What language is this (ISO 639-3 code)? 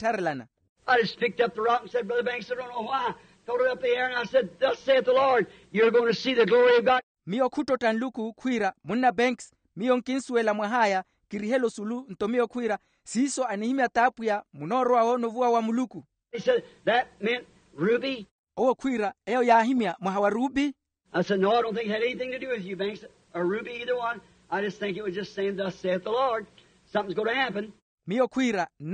vmw